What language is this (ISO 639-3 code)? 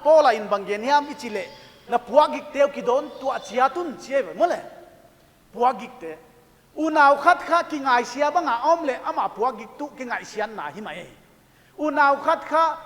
pck